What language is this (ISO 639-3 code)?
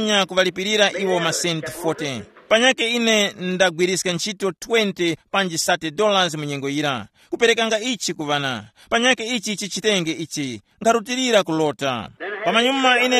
tum